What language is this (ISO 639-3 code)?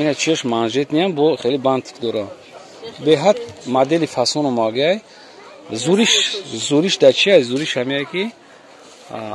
tgk